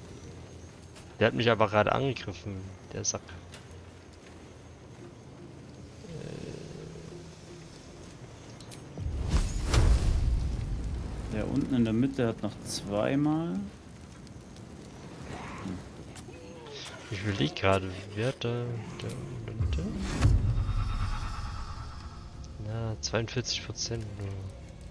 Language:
German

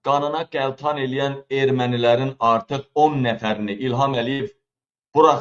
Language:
Azerbaijani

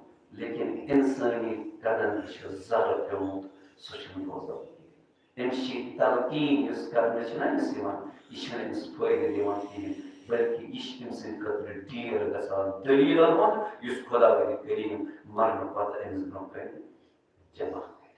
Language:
Kashmiri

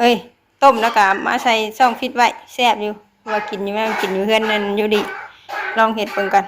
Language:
Northeastern Thai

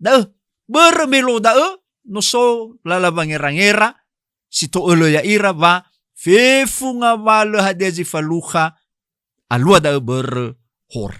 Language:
Nias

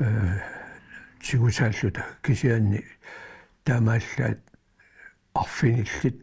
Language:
Kalaallisut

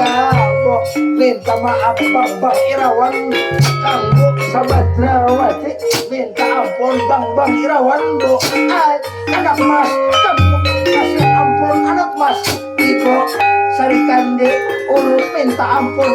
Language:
Banjar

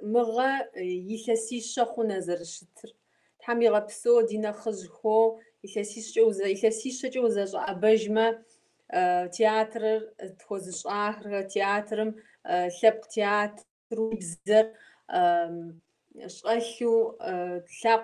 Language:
Kabardian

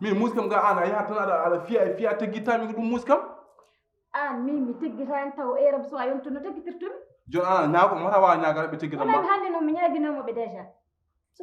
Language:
Fula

